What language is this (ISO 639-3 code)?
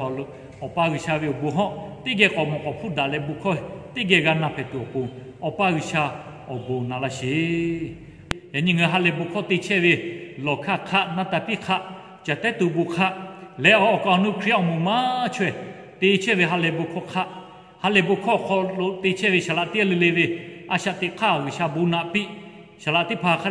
lhu